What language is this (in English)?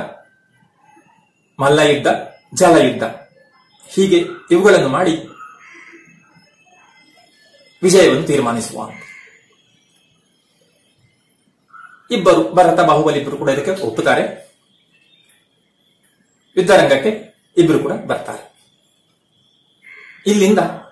Kannada